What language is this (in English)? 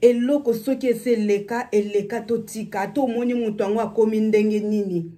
Lingala